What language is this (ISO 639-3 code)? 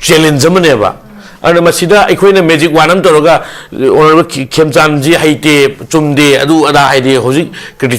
mni